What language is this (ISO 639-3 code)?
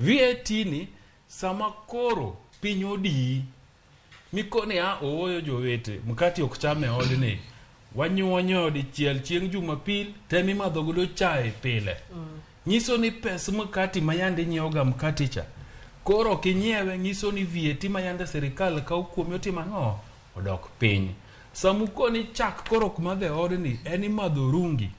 luo